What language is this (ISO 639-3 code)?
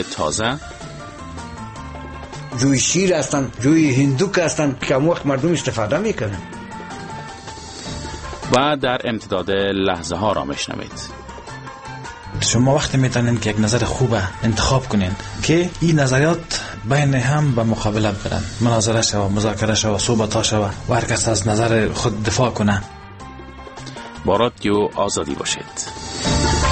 fas